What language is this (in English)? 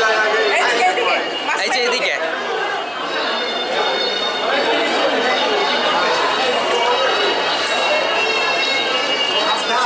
Bangla